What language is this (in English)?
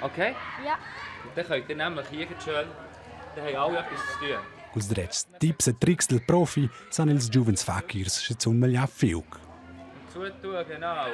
Romansh